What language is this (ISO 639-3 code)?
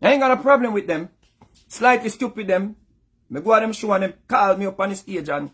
jam